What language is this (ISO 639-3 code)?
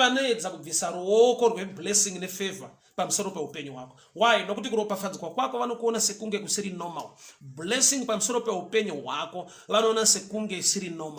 sna